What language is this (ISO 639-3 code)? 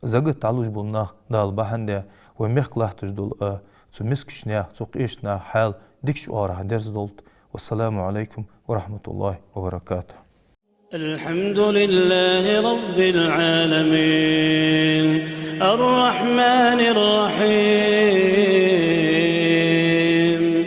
inh